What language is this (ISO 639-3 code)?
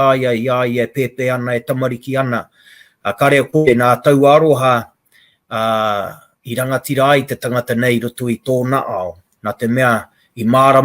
mri